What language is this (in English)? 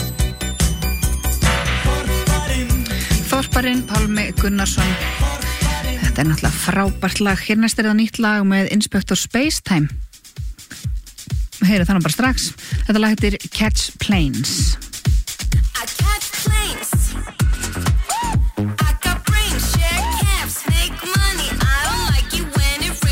Icelandic